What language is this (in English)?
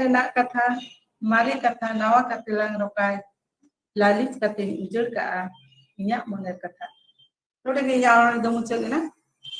Santali